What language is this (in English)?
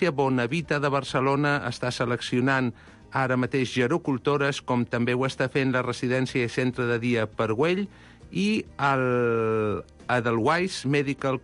Catalan